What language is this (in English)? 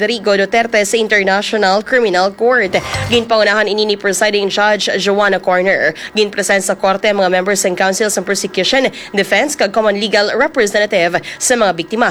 Hiligaynon